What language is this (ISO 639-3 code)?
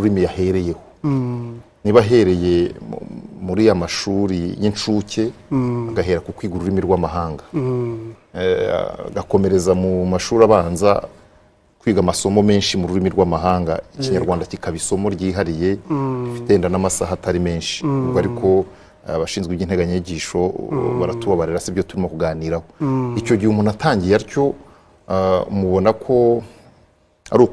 kin